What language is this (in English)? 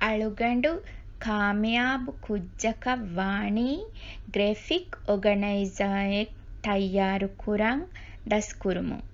Divehi